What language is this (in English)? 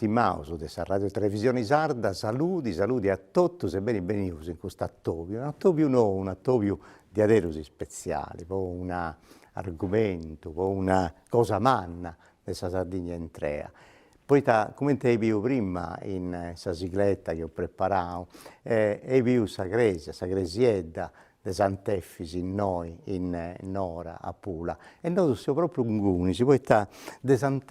Sardinian